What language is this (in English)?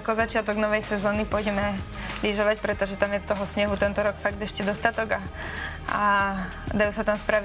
Slovak